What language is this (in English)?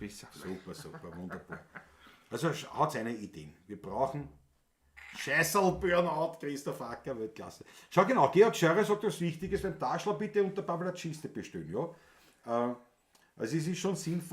Bavarian